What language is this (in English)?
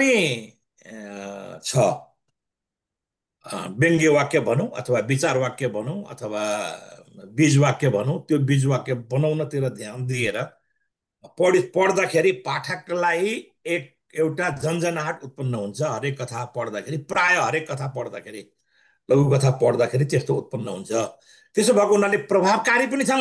Nepali